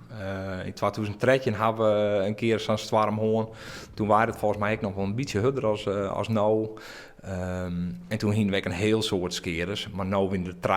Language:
Western Frisian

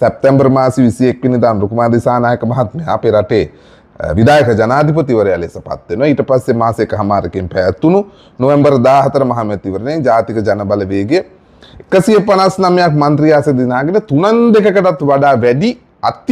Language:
Sinhala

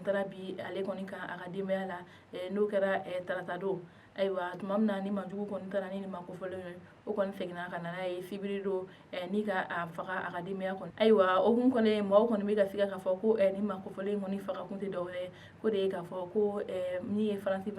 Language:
Bambara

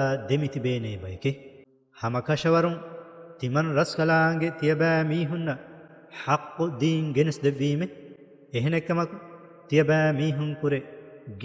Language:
Divehi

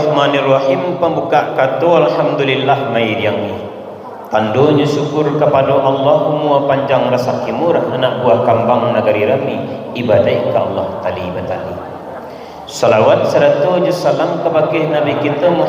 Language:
Minangkabau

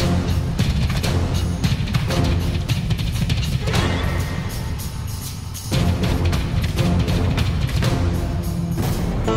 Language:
Kannada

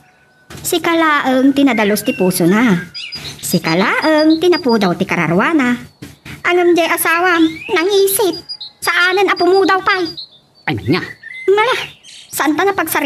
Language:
Iloko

